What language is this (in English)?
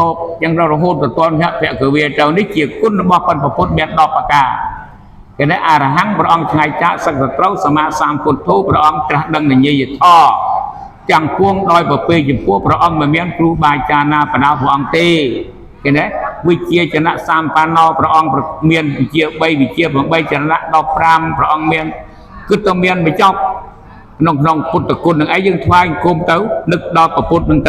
Khmer